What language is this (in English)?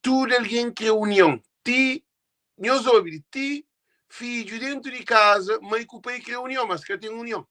Kabuverdianu